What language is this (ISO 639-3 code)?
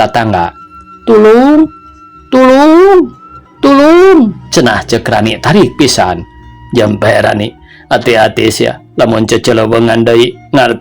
sun